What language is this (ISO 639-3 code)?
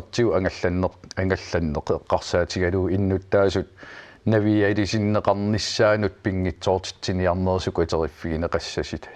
kal